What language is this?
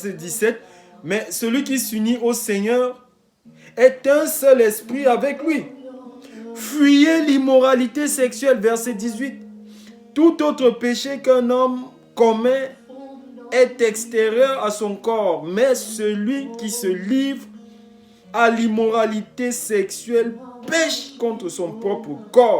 Sango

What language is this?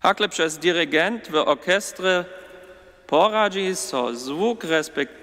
Upper Sorbian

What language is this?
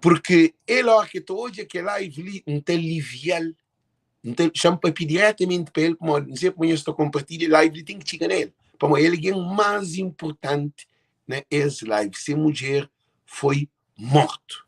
Kabuverdianu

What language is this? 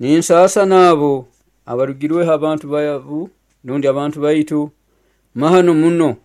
Nyoro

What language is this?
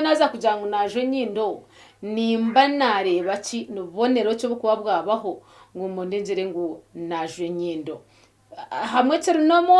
Nyankole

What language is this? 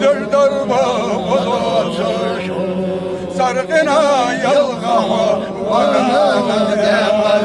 Ingush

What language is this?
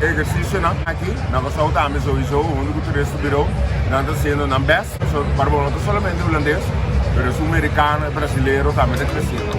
Papiamento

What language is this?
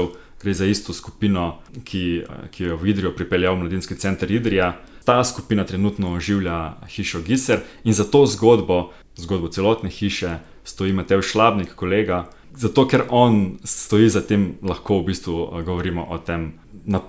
Slovenian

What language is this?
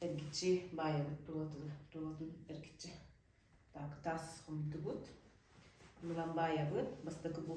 Yakut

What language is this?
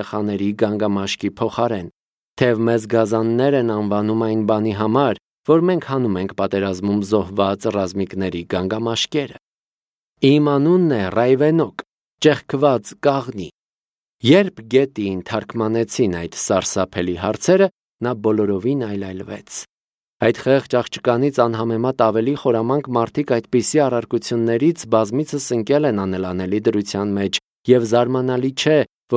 Armenian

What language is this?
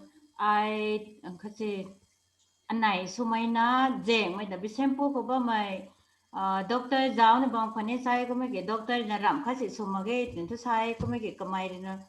Rongmei Naga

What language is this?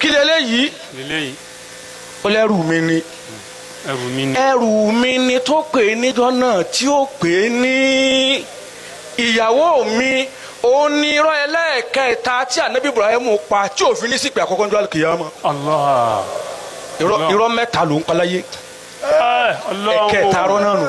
Yoruba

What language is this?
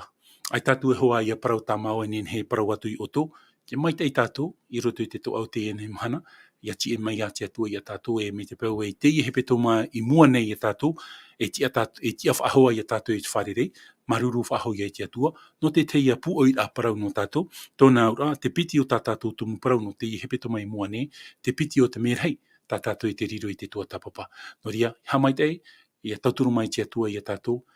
Tahitian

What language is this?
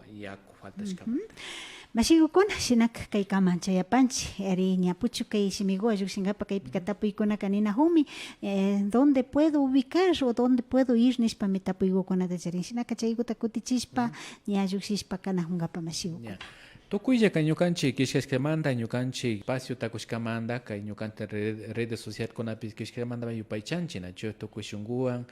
Imbabura Highland Quichua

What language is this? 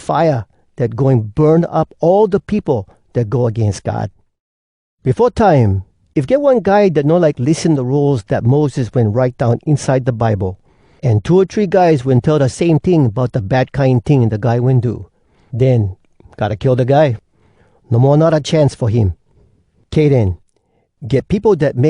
Hawai'i Creole English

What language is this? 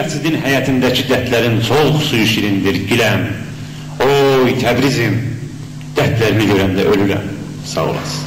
South Azerbaijani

